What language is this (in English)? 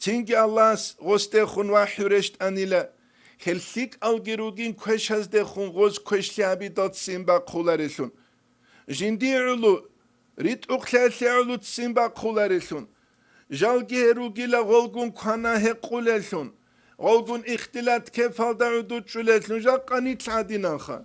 Avaric